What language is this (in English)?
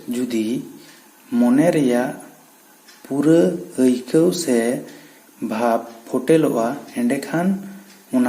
Santali